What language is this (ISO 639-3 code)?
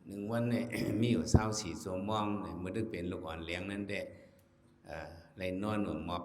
shn